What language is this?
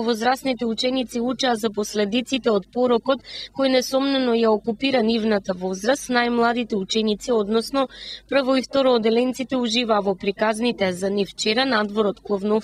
Macedonian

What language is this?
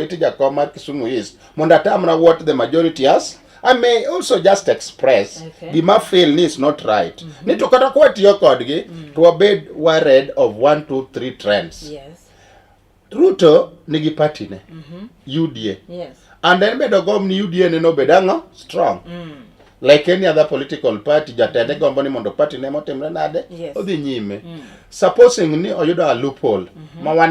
Luo (Kenya and Tanzania)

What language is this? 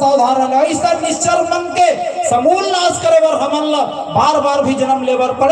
Chhattisgarhi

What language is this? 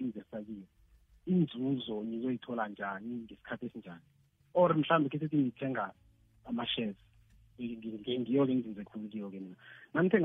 South Ndebele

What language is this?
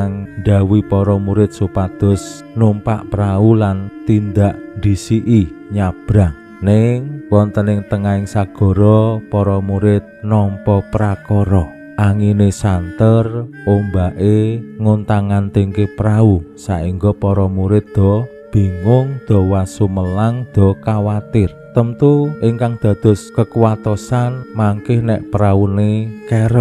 Javanese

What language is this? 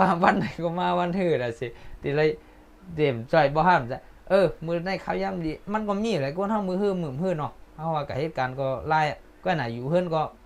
Shan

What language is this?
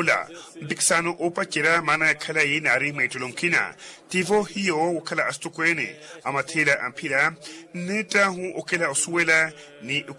Makhuwa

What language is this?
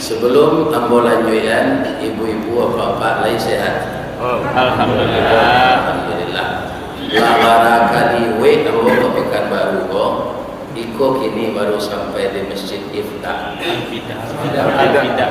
Minangkabau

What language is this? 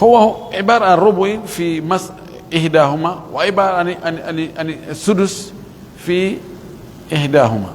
Pular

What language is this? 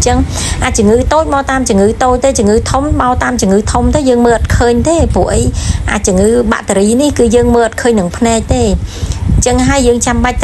Khmer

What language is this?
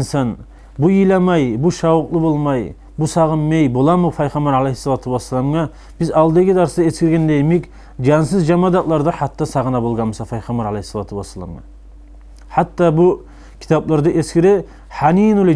Kumyk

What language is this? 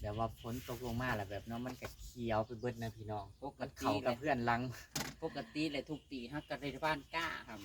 Northeastern Thai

